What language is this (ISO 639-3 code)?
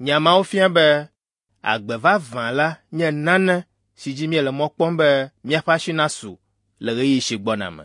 ewe